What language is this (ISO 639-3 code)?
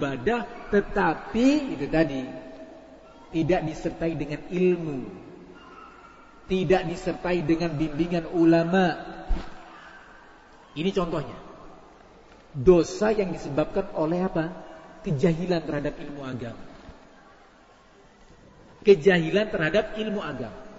ind